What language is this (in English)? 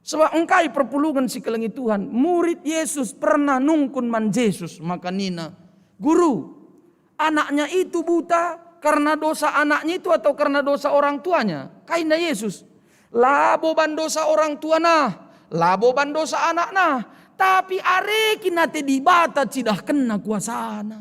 Batak Karo